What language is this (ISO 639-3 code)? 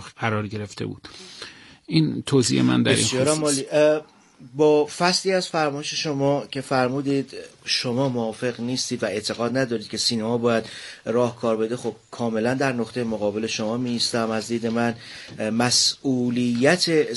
fas